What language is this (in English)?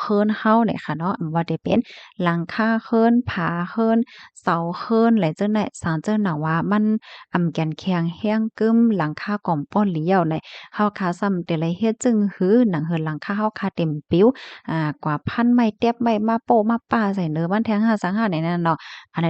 Shan